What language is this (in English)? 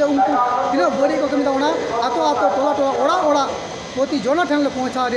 Santali